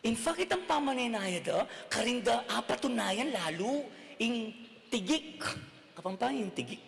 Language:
Pampanga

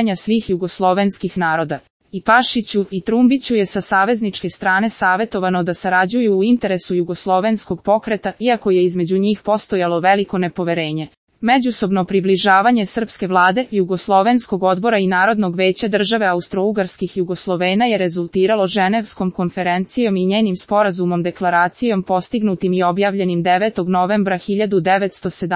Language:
Serbian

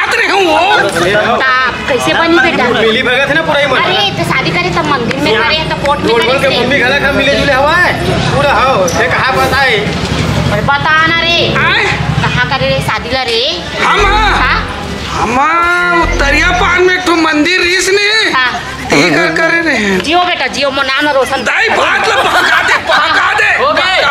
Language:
Chhattisgarhi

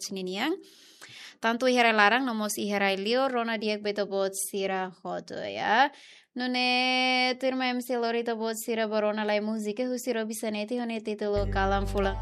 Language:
Tetum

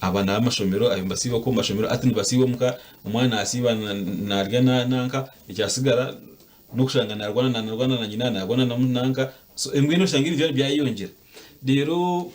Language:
Nyankole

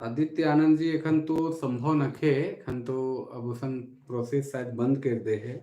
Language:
Sadri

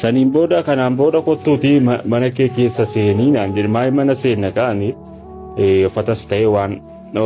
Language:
Oromo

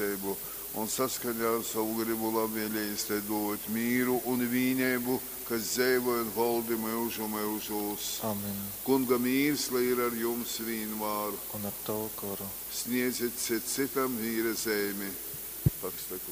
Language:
Latgalian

